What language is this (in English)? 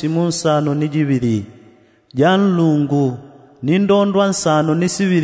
Yao